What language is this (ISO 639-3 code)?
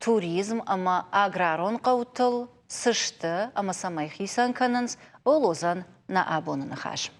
oss